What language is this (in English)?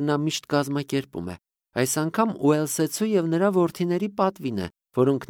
Armenian